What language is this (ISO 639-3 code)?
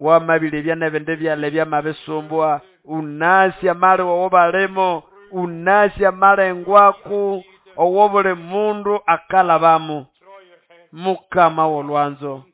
nnb